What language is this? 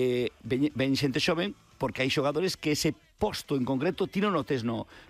Galician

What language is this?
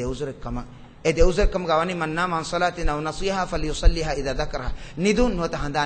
Divehi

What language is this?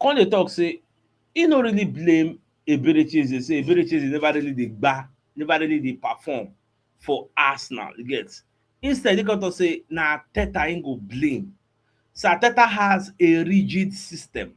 Nigerian Pidgin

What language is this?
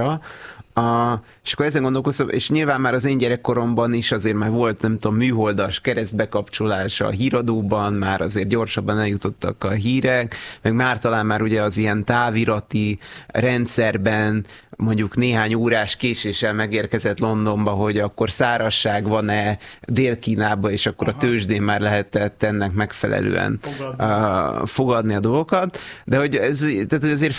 Hungarian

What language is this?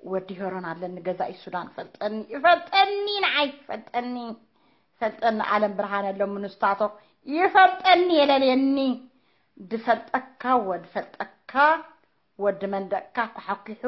Tigrinya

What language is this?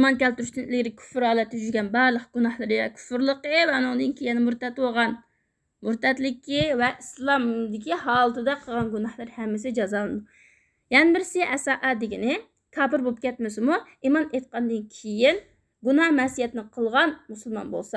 Uyghur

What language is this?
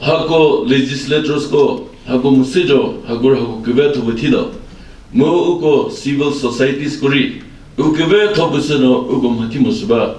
Chokri Naga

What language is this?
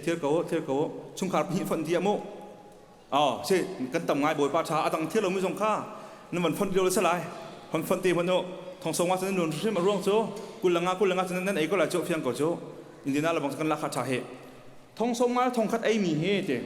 Hakha Chin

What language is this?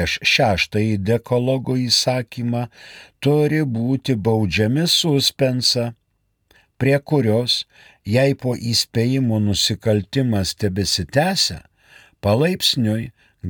Lithuanian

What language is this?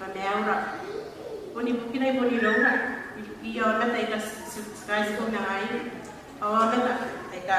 Gilbertese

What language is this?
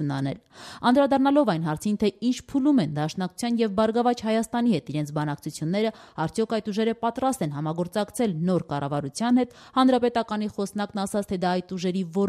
Armenian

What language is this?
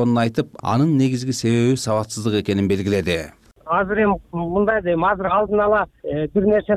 Kyrgyz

